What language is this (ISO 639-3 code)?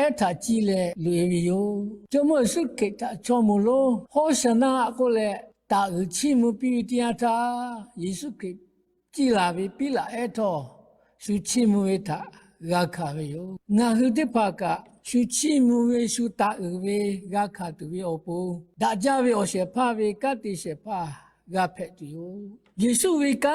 lhu